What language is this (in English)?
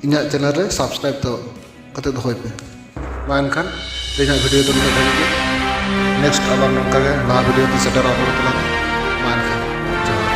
Santali